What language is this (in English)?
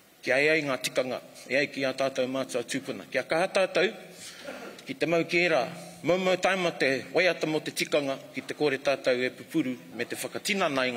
Māori